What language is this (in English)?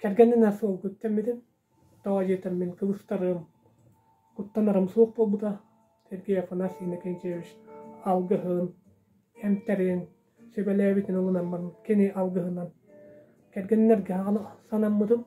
Yakut